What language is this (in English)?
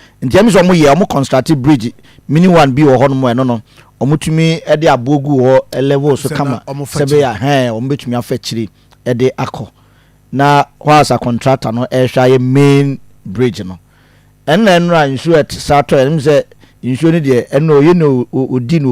Akan